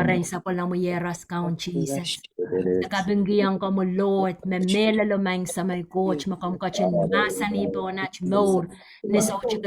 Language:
Pohnpeian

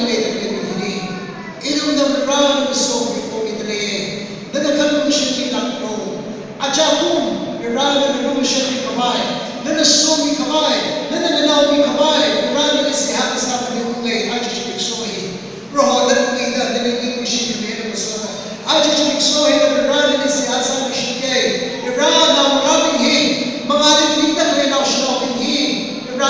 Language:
Tangkhul Naga (India)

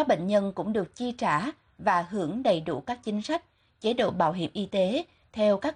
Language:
Vietnamese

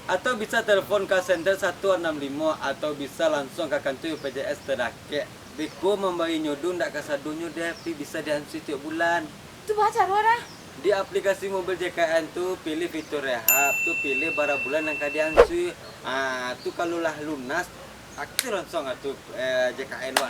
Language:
Minangkabau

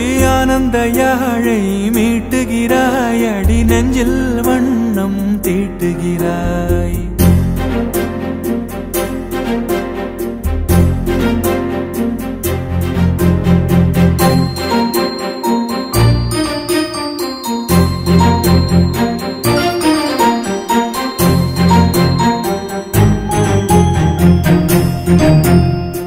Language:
Tamil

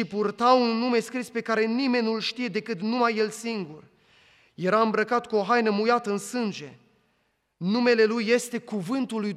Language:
Romanian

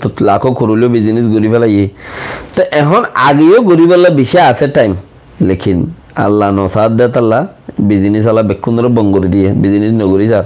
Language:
Rohingya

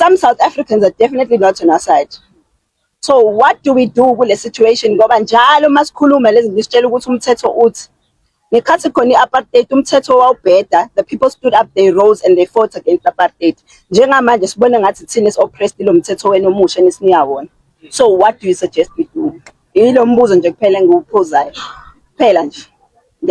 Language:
Zulu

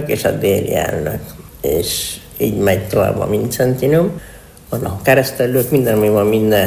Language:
Hungarian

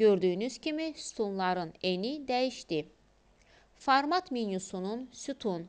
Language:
Azerbaijani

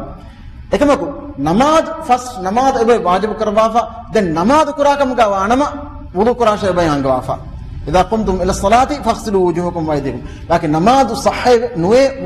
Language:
Divehi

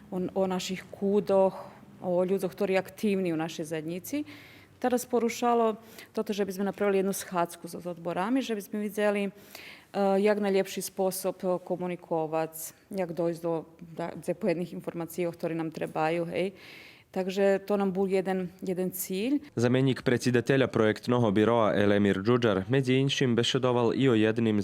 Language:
Rusyn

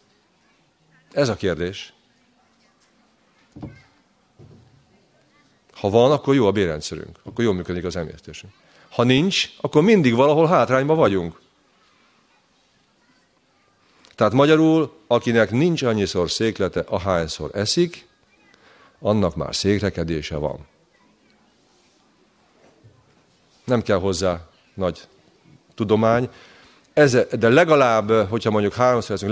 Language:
Hungarian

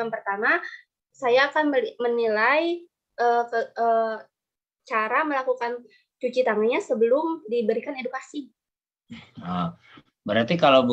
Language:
Indonesian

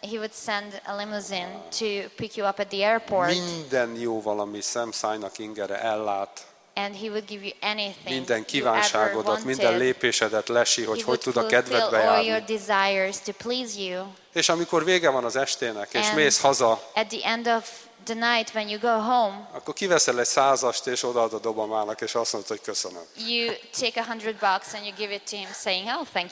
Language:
Hungarian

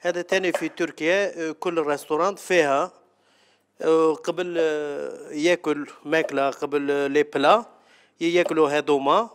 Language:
Algerian Arabic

